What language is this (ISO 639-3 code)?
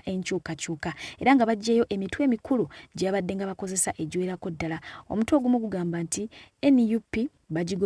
lug